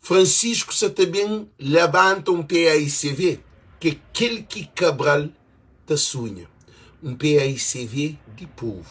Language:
Kabuverdianu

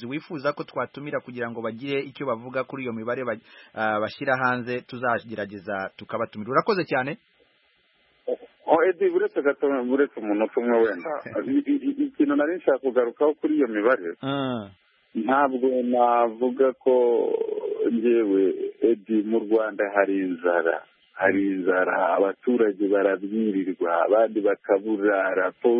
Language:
Kinyarwanda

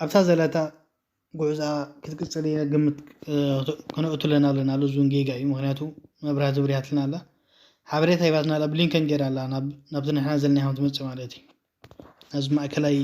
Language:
Tigrinya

